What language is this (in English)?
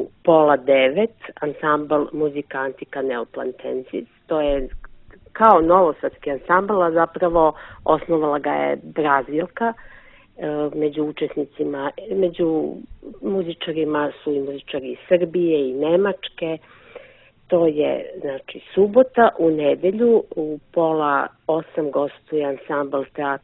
Serbian